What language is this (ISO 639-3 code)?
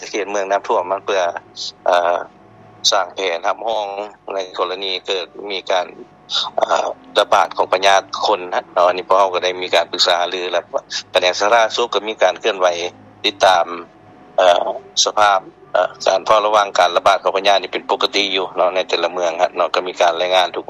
lao